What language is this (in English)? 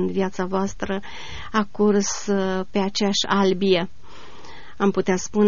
Romanian